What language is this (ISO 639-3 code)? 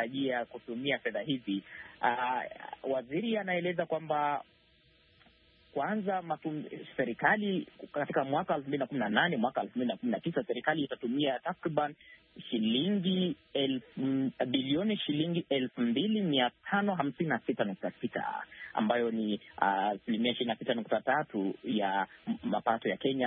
swa